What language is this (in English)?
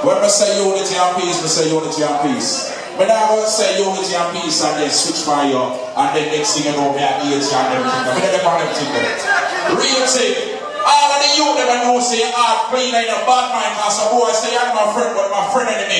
Jamaican Creole English